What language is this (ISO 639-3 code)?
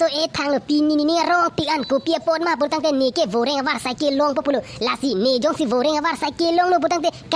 mjw